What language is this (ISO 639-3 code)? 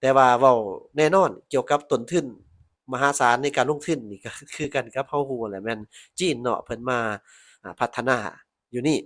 lao